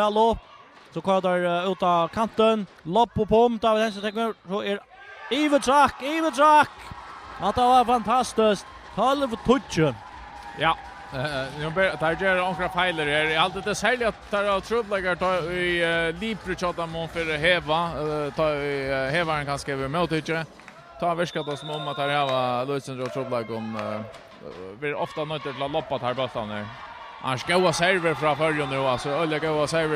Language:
Faroese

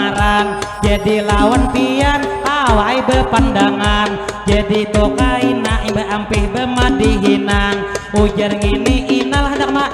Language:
Banjar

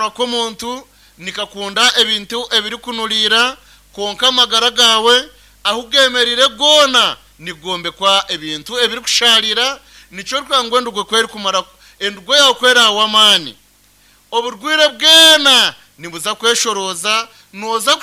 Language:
Nyankole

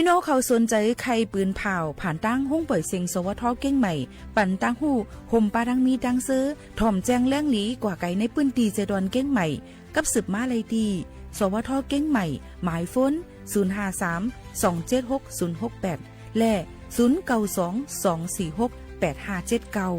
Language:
Shan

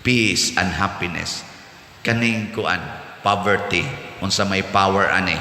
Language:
Cebuano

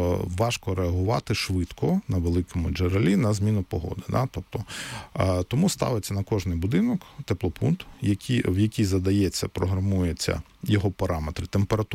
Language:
Ukrainian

